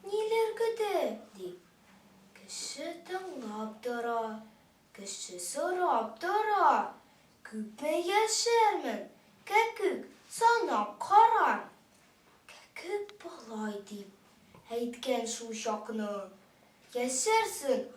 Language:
Tatar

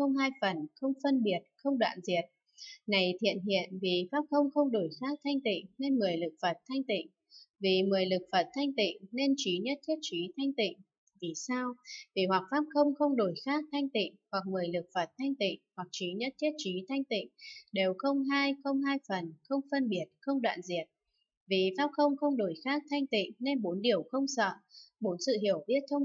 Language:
Vietnamese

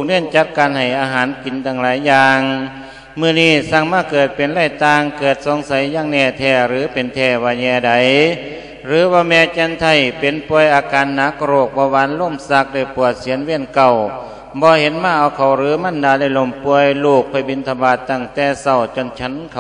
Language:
Lao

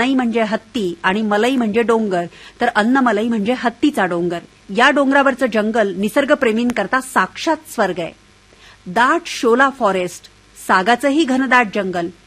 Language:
Marathi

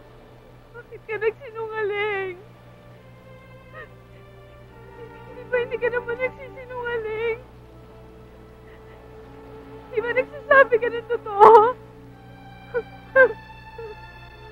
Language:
Filipino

